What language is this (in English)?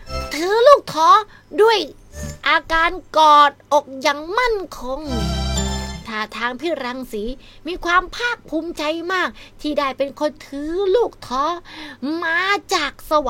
Thai